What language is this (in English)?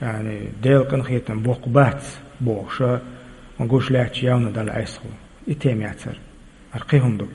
Chechen